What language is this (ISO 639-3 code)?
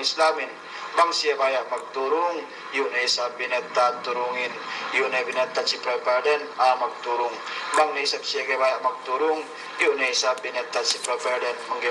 yka